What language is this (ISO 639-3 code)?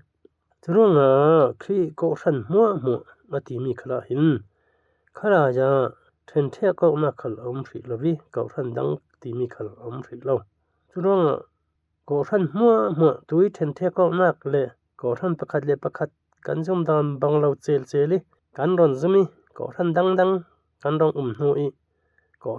cfm